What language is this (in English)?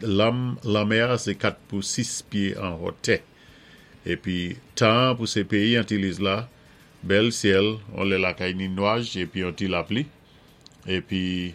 Saint Lucian Creole French